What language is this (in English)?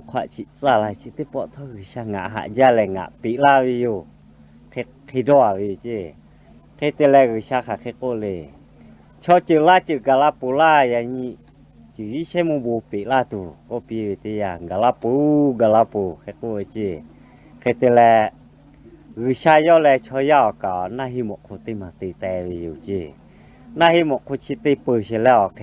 Lahu